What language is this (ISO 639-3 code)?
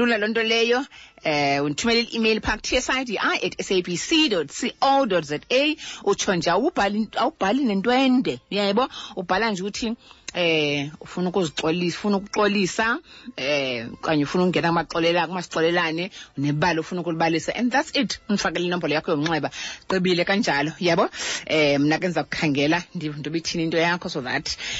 xho